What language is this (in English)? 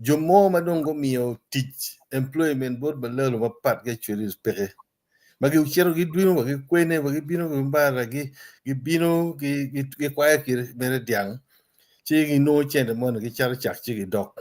Acoli